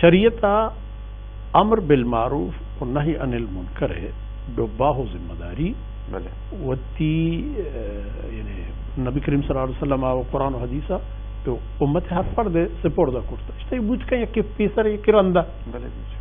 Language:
Baluchi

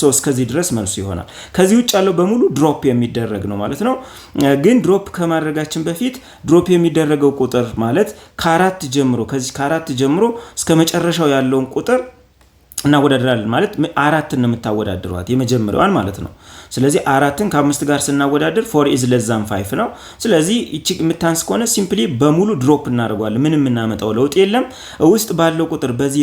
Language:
Amharic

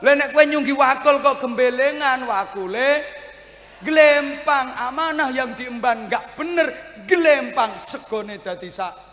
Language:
Javanese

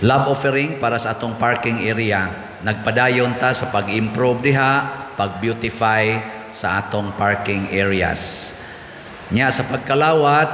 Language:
Cebuano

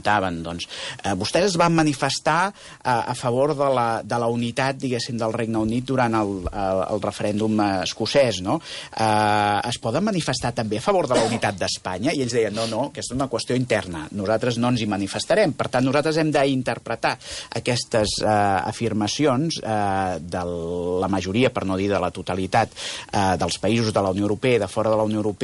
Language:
Catalan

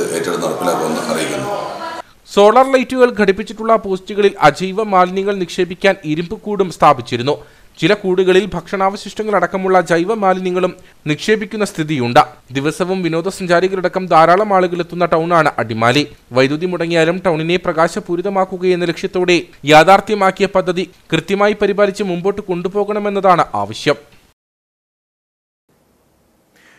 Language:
Malayalam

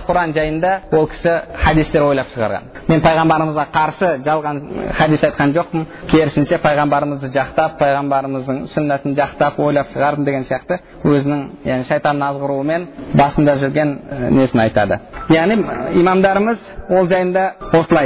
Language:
Kazakh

